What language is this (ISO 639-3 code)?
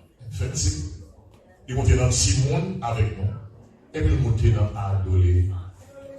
hat